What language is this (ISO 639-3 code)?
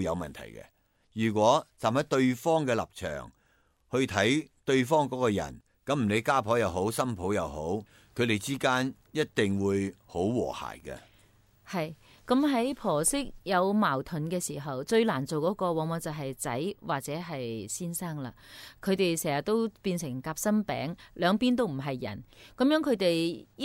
yue